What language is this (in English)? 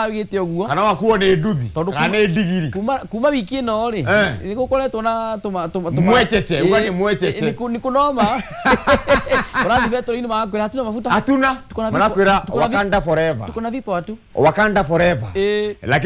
Kikuyu